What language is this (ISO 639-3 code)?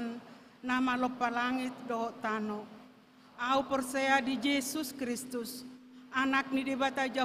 bbc